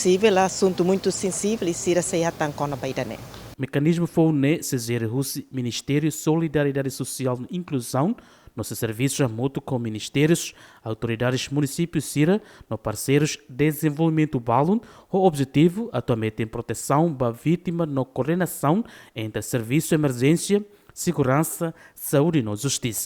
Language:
Tetum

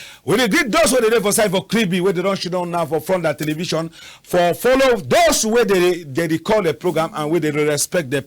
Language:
Cameroon Pidgin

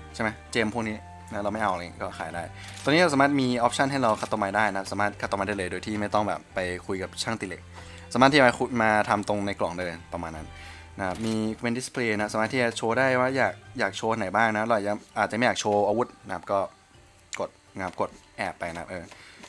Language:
Thai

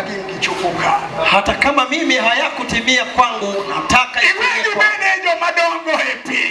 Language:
Luo (Kenya and Tanzania)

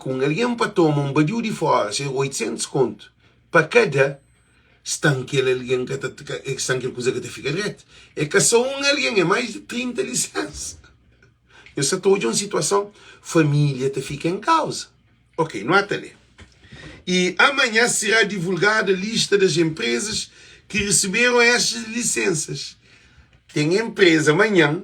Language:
Kabuverdianu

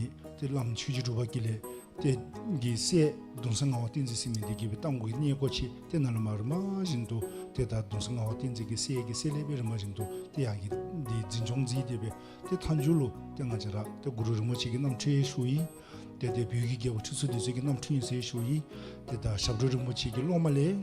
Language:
Dzongkha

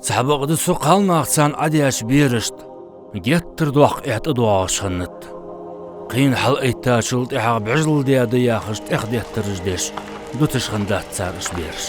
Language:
Ingush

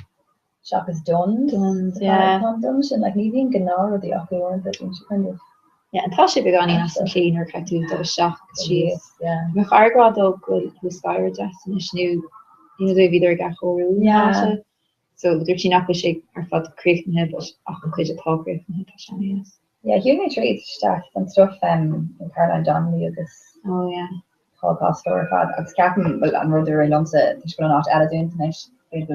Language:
Irish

